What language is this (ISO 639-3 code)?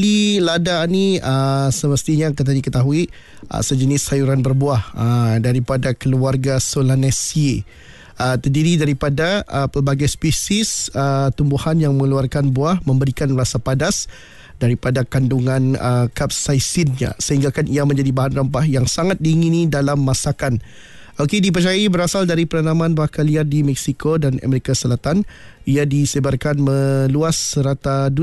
msa